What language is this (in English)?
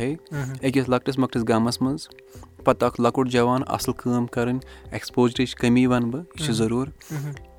Kashmiri